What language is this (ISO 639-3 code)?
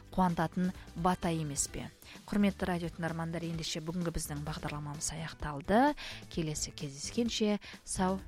kaz